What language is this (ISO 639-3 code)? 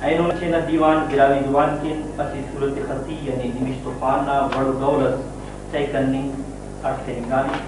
brh